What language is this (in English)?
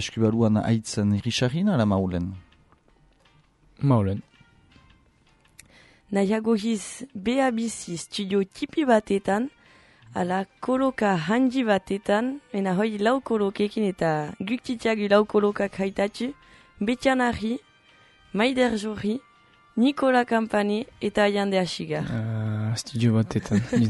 Basque